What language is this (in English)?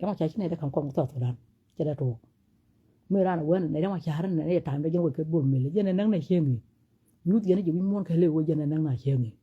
Nuer